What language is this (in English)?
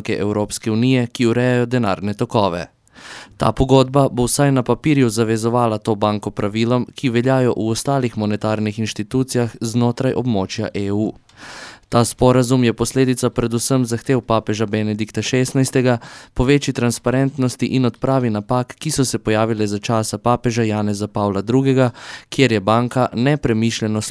Slovenian